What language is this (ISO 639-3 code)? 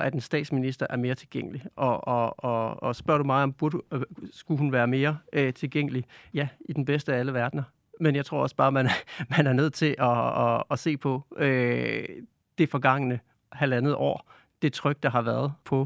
dan